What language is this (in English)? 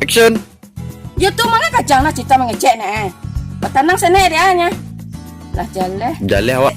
Minangkabau